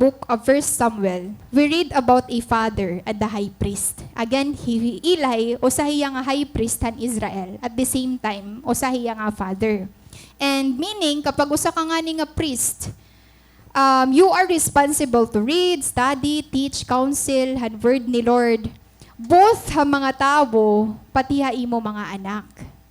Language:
Waray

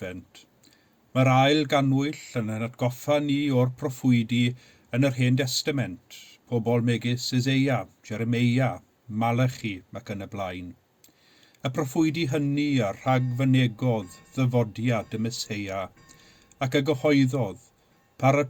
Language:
Welsh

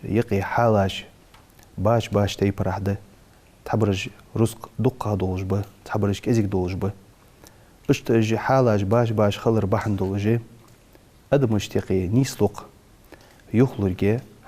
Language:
Ingush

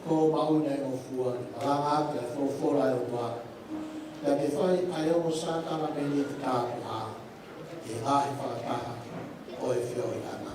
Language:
Tongan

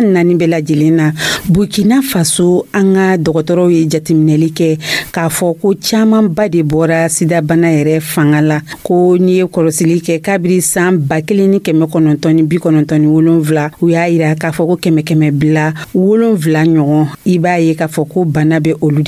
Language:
Dyula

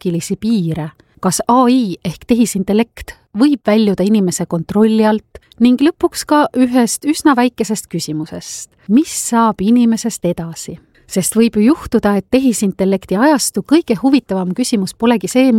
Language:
Estonian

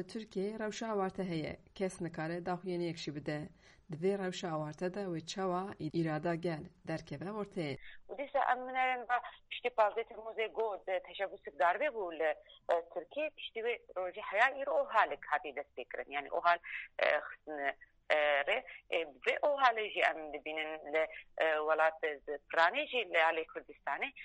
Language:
Kurdish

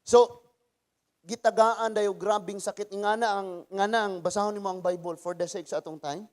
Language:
Cebuano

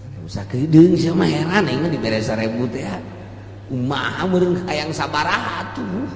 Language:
Sundanese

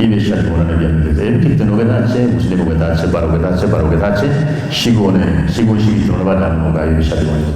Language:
Kafa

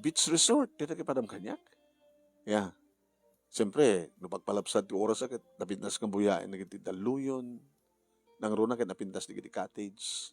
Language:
Iloko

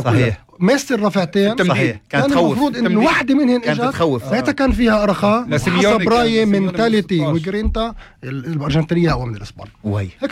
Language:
North Levantine Arabic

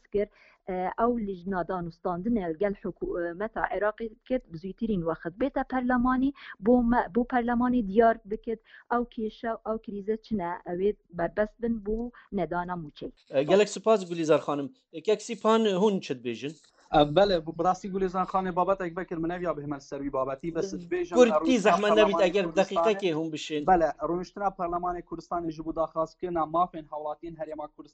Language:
Central Kurdish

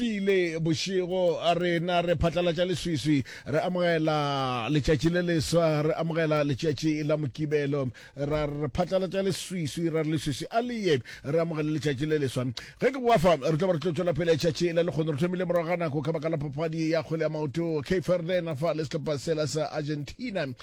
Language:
Northern Sotho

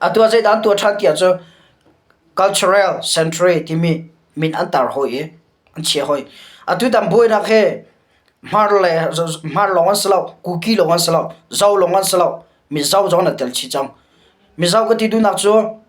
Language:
Hakha Chin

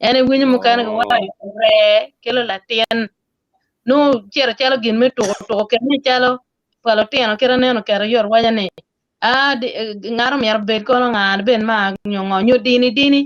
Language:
Acoli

